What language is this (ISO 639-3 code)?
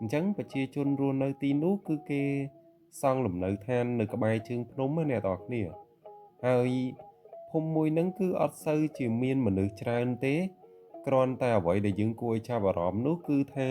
khm